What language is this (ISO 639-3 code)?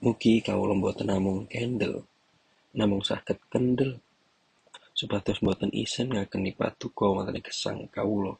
jav